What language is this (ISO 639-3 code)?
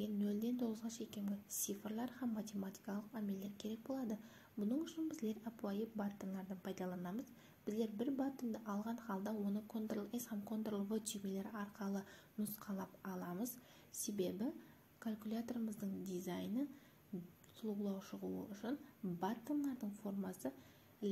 kaa